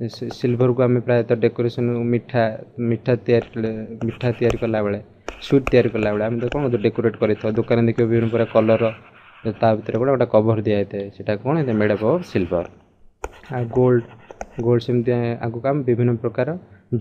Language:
Odia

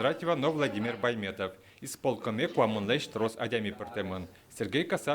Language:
Udmurt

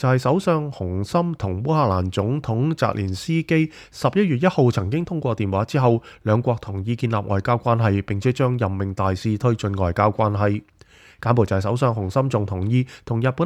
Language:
Cantonese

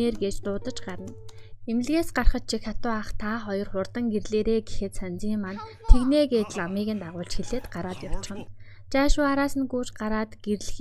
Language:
Mongolian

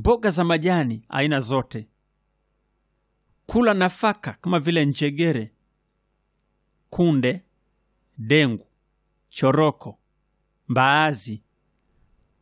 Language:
Swahili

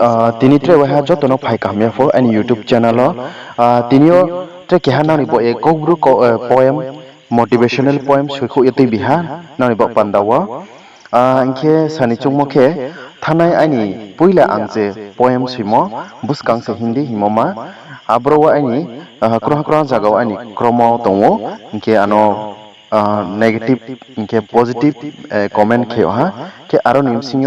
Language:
Riang (India)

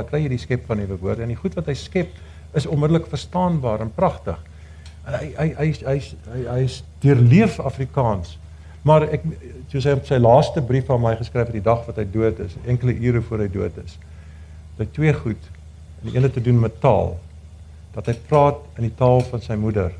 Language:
Afrikaans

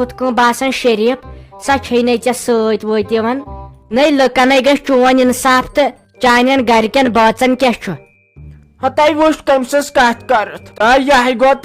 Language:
Kashmiri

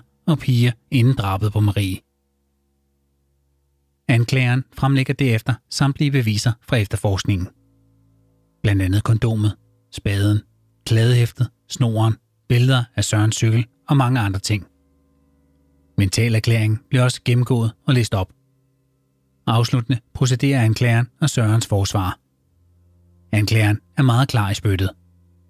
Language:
Danish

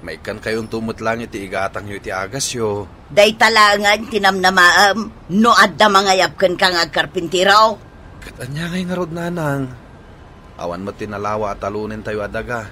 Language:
Iloko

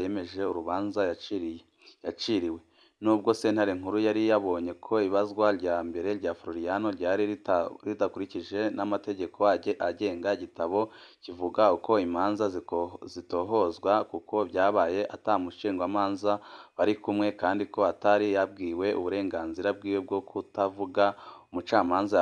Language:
Rundi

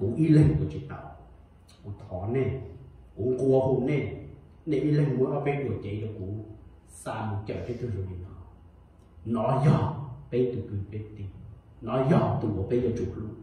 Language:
Hmong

